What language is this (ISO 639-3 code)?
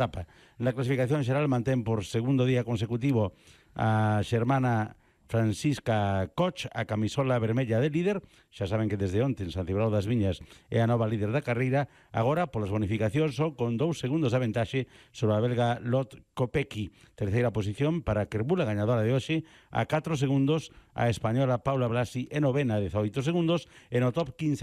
glg